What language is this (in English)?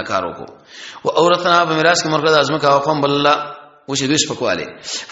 Pashto